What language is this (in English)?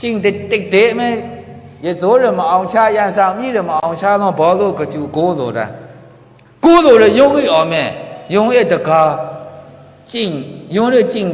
Maru